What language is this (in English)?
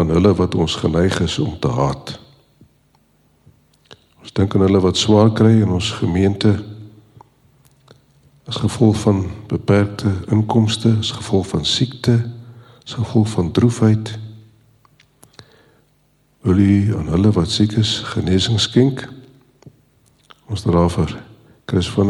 Afrikaans